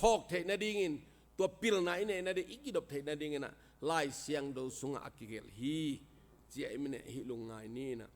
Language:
Tedim Chin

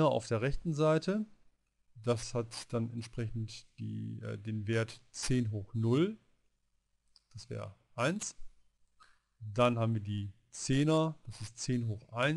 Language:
German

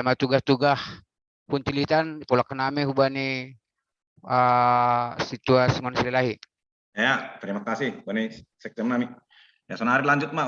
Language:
Batak Simalungun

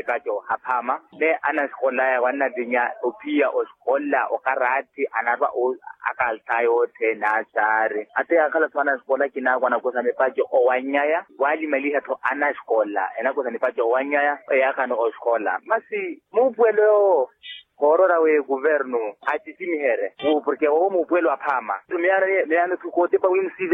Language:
Makhuwa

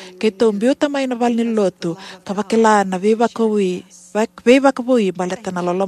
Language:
Fijian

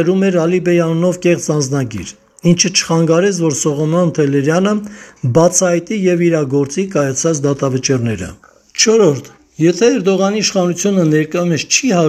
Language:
Armenian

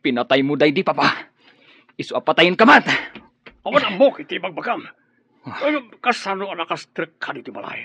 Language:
Iloko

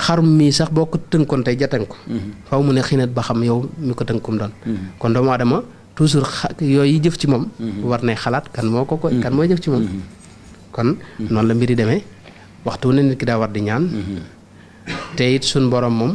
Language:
Wolof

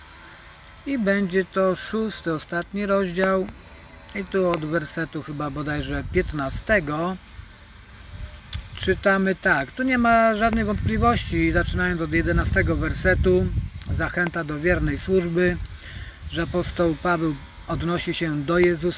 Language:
Polish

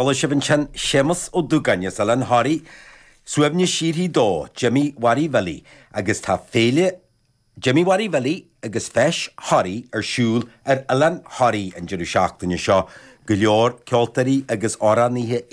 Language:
Irish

